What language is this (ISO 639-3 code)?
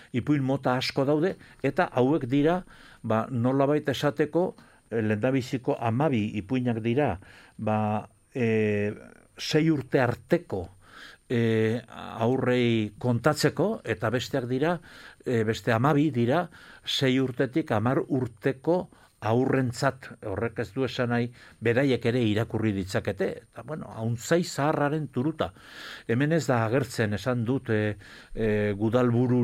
eus